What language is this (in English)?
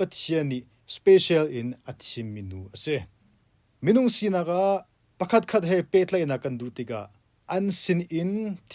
Hakha Chin